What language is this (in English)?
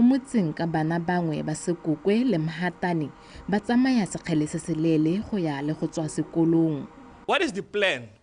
Tswana